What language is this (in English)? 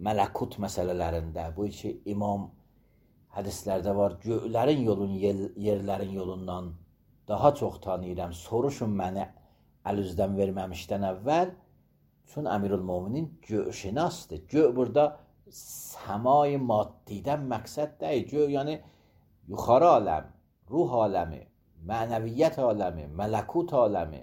Azerbaijani